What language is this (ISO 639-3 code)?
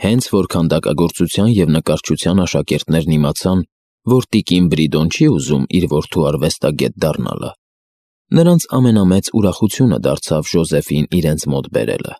hye